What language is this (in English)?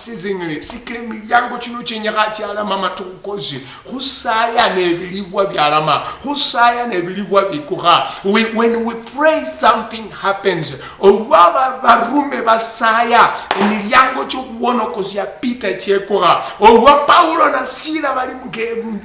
Luyia